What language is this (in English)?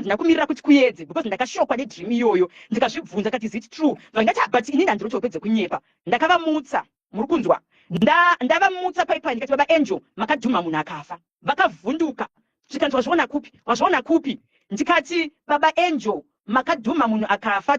Shona